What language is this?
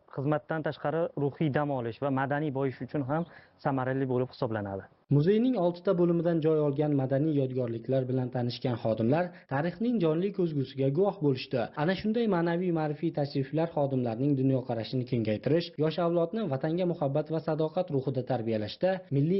Uzbek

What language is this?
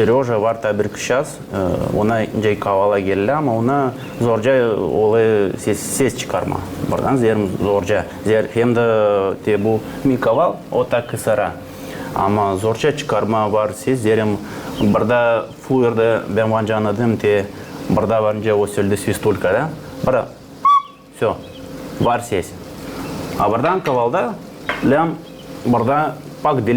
Gagauz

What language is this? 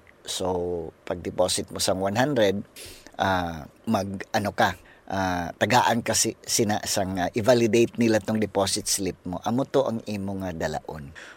Hiligaynon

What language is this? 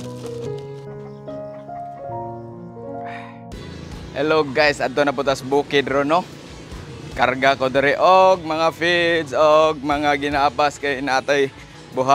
Cebuano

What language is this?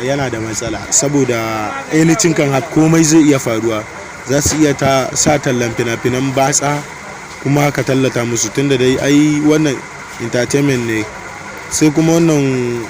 Hausa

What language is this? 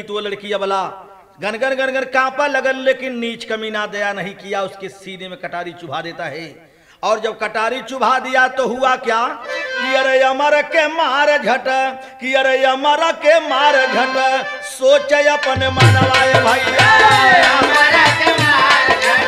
Bhojpuri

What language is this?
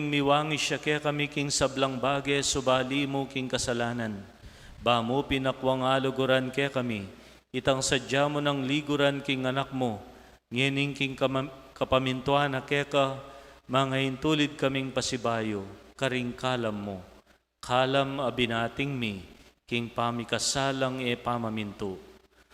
Pampanga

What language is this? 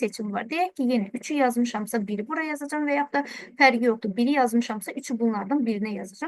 Azerbaijani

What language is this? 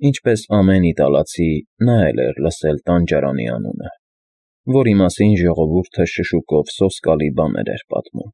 Armenian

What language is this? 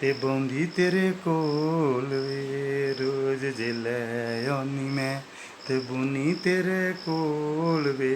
Dogri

